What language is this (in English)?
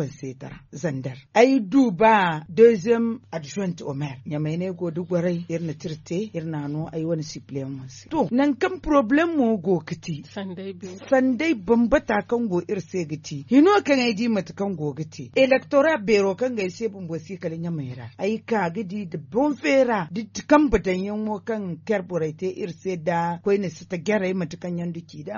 Zarma